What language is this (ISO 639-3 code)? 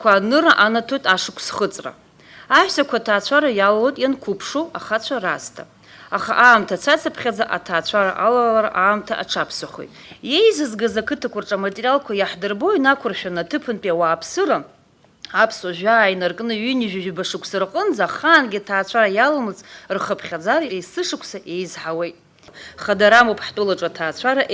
abk